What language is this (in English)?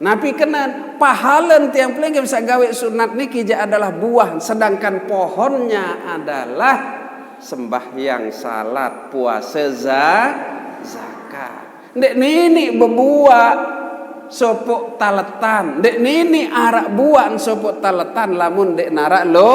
Sasak